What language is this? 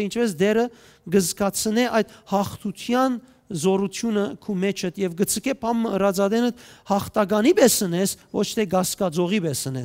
Western Armenian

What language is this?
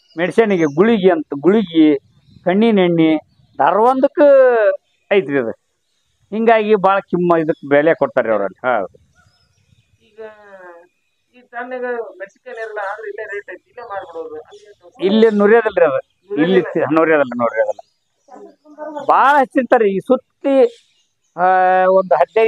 Kannada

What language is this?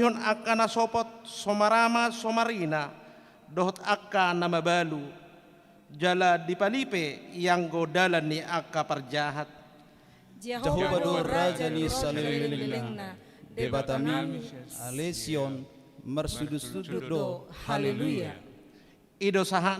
Batak Toba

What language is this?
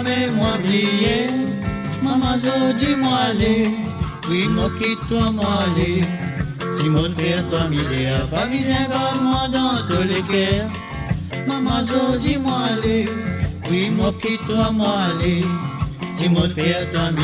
Morisyen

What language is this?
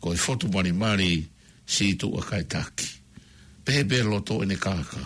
Tongan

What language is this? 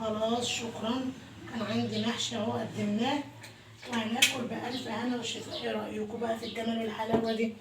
Egyptian Arabic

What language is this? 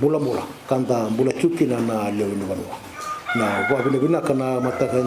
Fijian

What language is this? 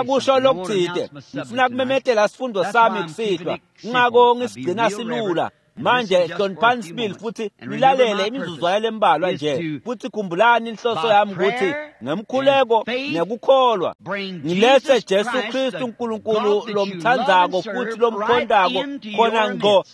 Swati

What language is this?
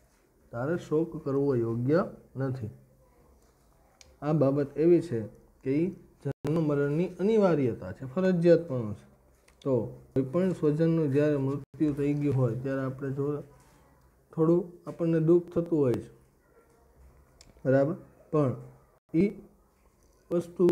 Gujarati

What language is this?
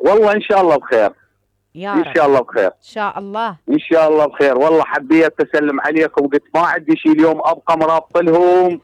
Mesopotamian Arabic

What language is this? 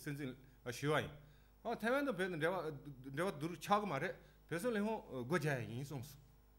Tibetan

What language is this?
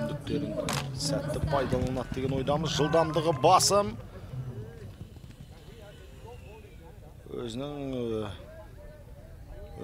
Kazakh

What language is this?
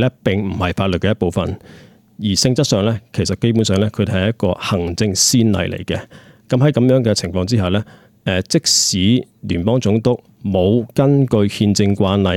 Cantonese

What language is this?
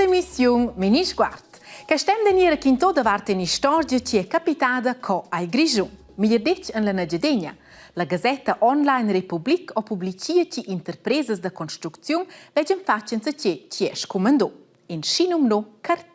Romansh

